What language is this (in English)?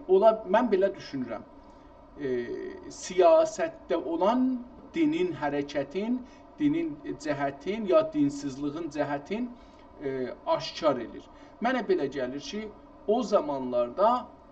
South Azerbaijani